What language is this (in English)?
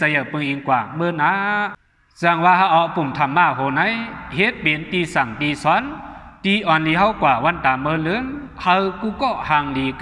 Shan